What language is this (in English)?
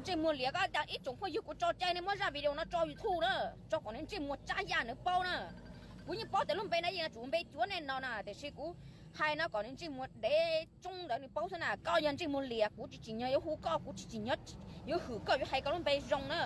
Hmong